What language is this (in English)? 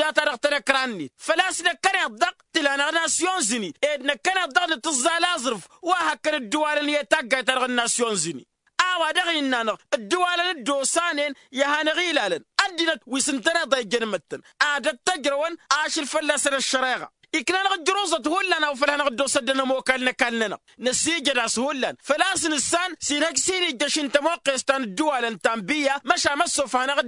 Tamasheq